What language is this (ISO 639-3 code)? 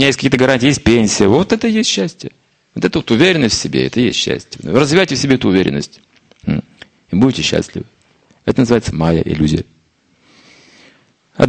rus